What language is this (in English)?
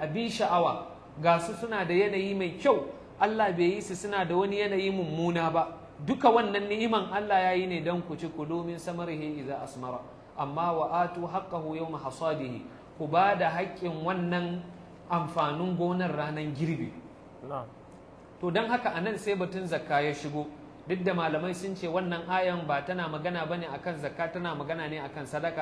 Hausa